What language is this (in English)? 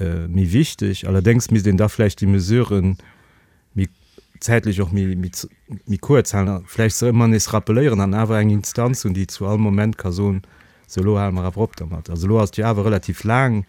Luxembourgish